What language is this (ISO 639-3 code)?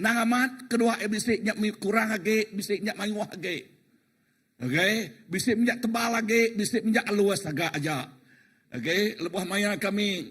iba